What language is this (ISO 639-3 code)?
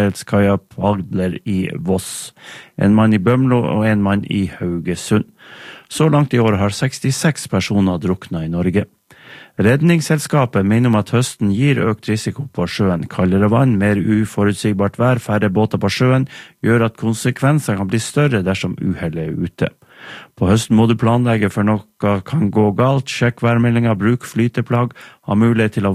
nor